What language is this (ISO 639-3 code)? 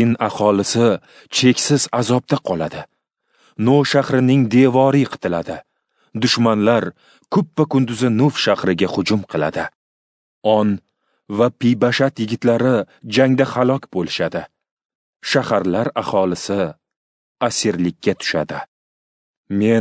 uzb